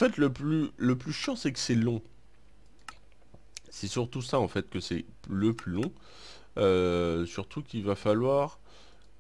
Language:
French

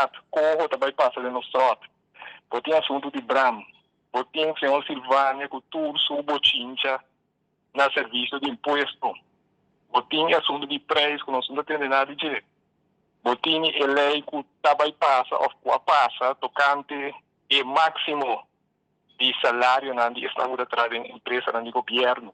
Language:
Papiamento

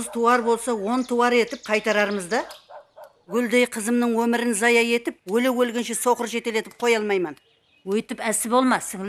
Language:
Kara-Kalpak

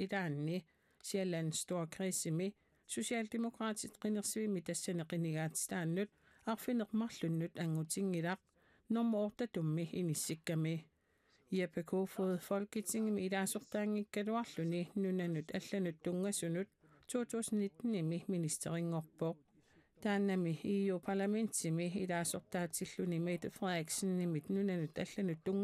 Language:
Kalaallisut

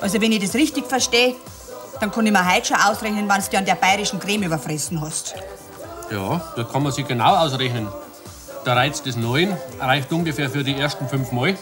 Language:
Bavarian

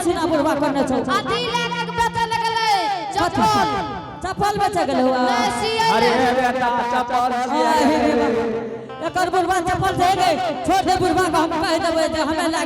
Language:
Angika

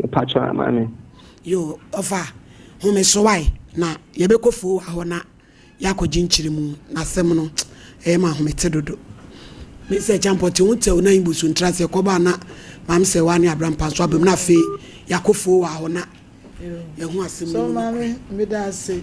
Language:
Akan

